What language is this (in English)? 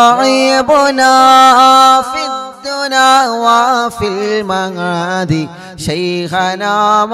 Malayalam